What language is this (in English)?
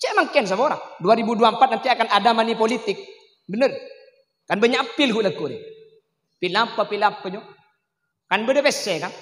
Madurese